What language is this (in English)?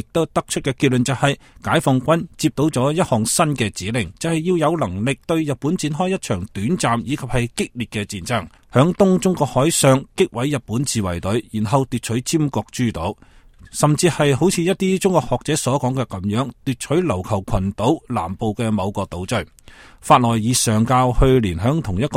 Cantonese